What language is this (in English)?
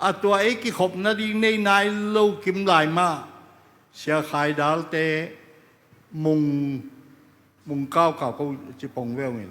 Tedim Chin